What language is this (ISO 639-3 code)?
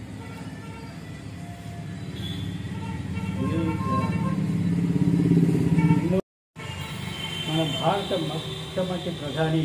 tel